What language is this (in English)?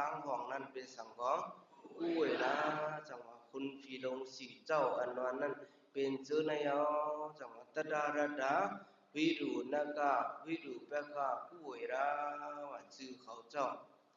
Shan